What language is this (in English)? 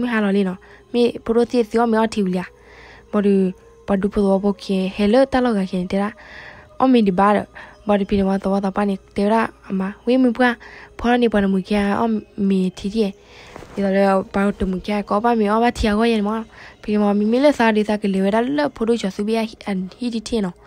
S'gaw Karen